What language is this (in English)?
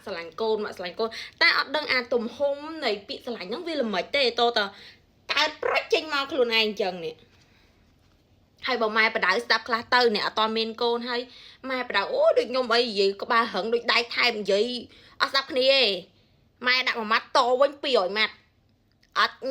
Khmer